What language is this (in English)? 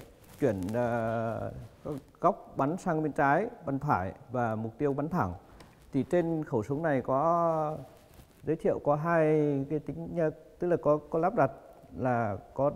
Vietnamese